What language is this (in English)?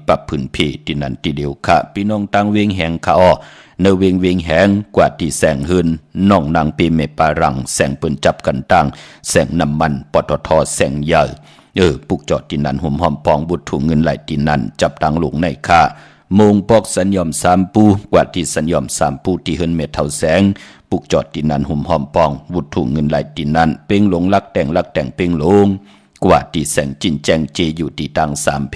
Shan